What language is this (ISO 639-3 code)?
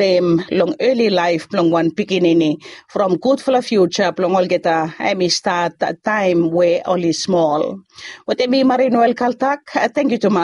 bis